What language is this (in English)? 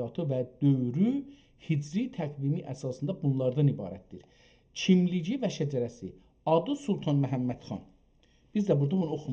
South Azerbaijani